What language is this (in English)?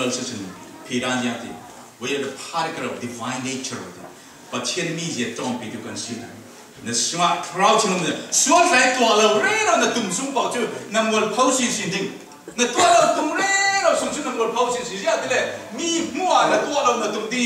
Falam Chin